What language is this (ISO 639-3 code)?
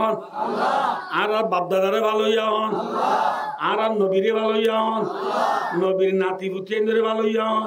rhg